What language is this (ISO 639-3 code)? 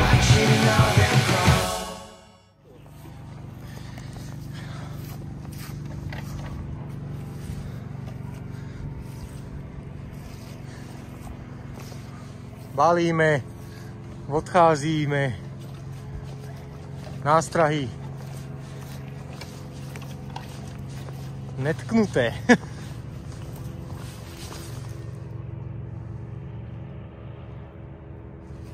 slk